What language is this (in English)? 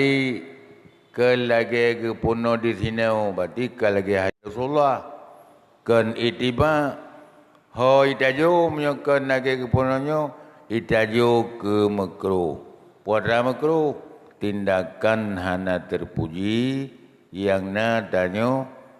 Achinese